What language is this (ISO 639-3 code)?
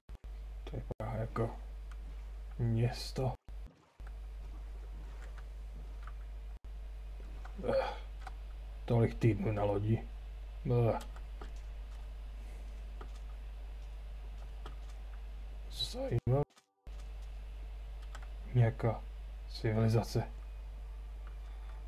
ces